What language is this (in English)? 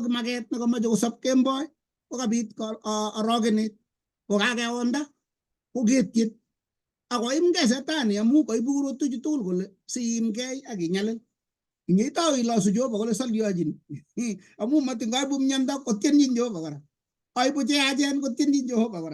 Kalenjin